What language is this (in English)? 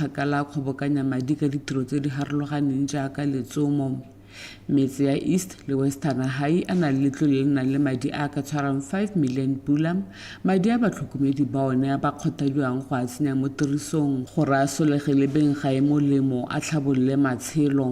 Tswana